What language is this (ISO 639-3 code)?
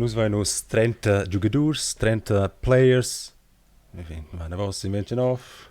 roh